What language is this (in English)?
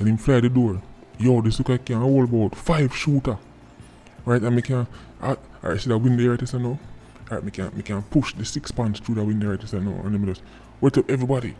Jamaican Creole English